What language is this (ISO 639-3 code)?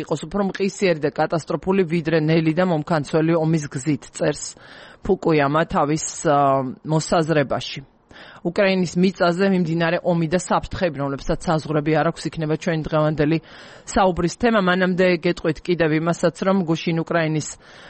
kat